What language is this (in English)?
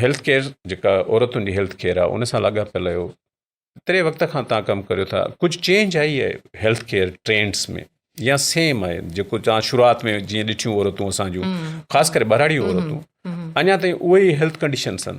Sindhi